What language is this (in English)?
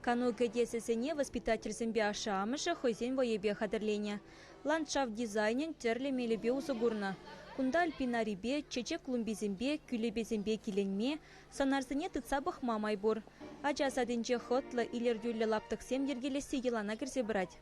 Chuvash